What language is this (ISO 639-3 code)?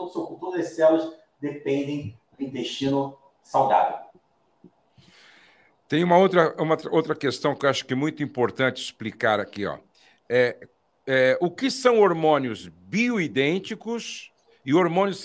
por